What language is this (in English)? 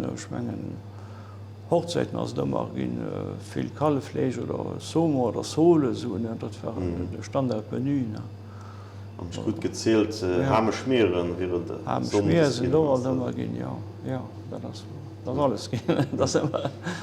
Luxembourgish